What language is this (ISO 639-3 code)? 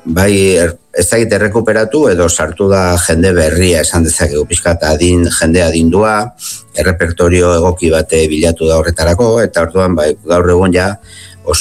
eus